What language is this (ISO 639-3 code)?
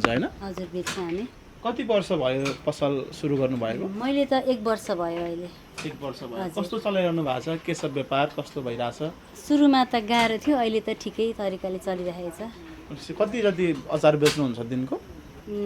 nep